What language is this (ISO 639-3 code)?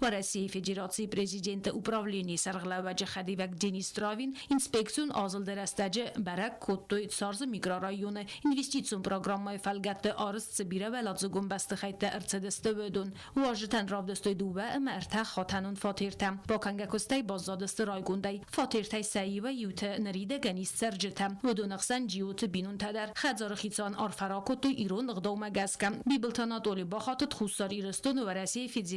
oss